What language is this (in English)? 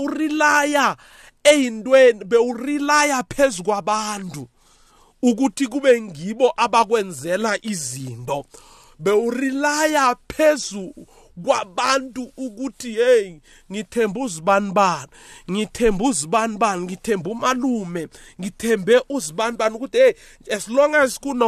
South Ndebele